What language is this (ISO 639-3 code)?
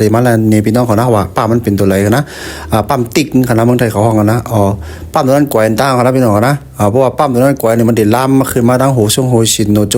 shn